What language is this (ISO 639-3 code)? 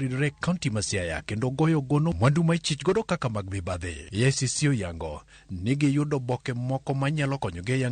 luo